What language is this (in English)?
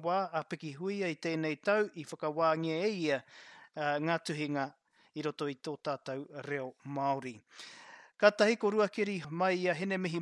Māori